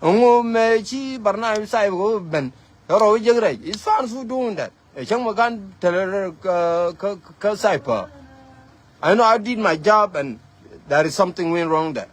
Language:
Nuer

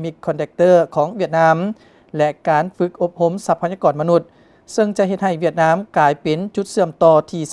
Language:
Lao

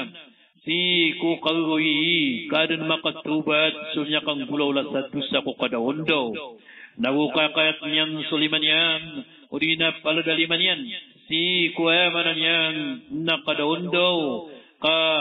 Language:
Maranao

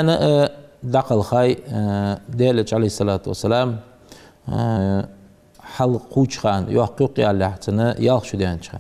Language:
Ingush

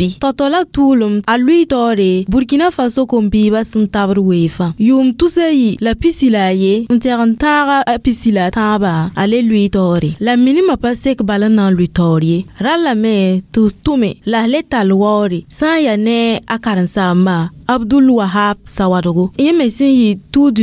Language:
Mossi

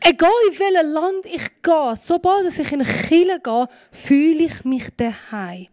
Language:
Swiss German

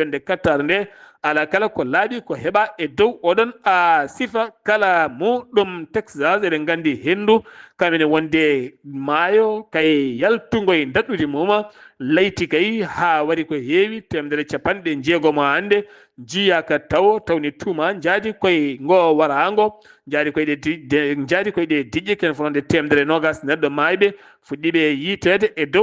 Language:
Fula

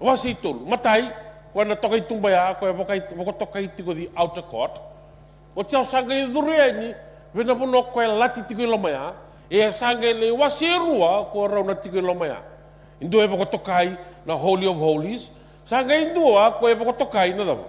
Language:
Fijian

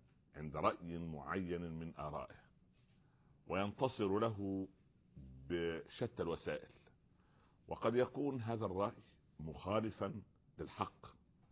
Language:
Arabic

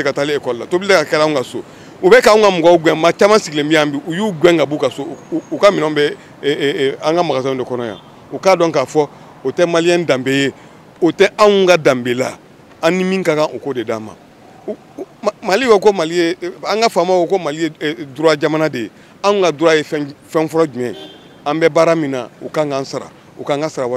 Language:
Bambara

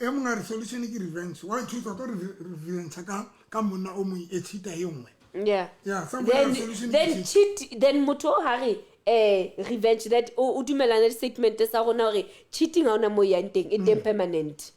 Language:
Southern Sotho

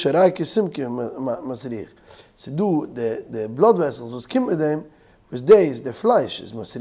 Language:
Yiddish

